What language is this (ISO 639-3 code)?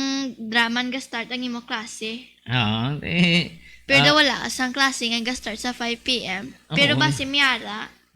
hil